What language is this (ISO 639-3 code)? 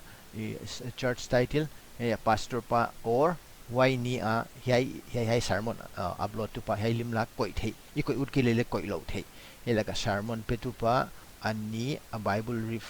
pck